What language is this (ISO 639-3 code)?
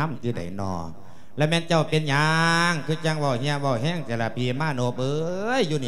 lao